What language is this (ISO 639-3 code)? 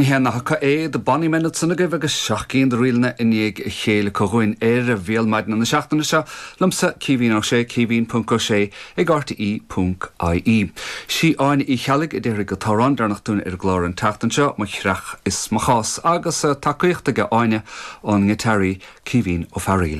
gle